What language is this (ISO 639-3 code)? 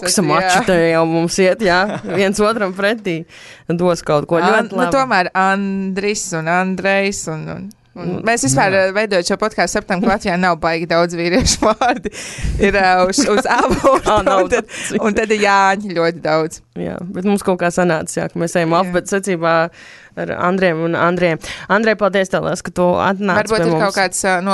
lav